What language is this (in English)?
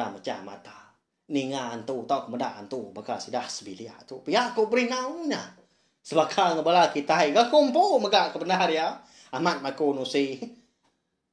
Iban